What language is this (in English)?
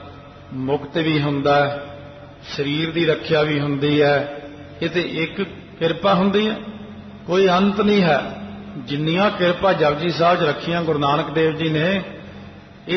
Punjabi